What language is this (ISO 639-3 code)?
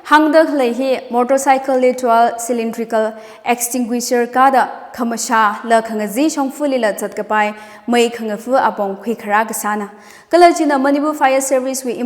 nmf